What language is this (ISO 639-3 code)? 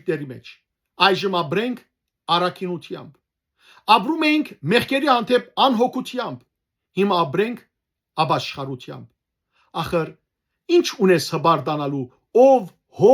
hyw